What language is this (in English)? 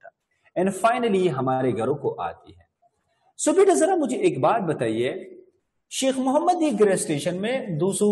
Hindi